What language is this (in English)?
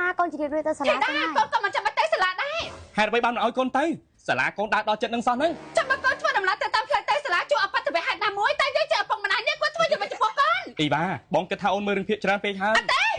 Khmer